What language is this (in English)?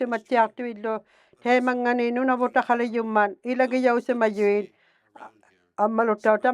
Inuktitut